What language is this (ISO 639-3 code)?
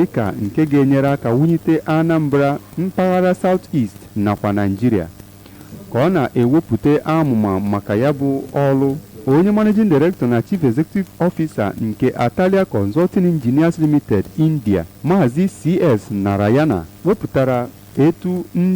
ibo